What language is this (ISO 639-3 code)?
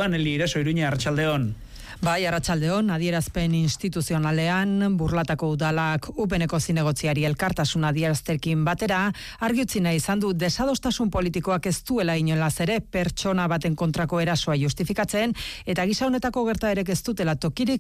eus